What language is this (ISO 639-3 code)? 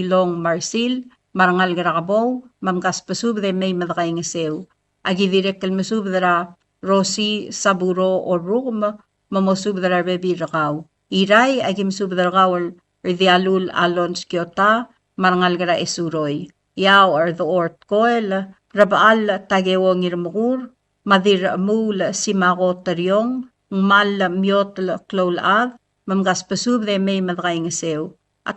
pau